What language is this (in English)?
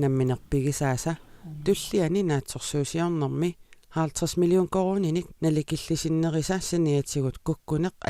Kalaallisut